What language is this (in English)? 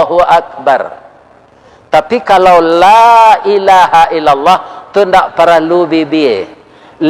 Minangkabau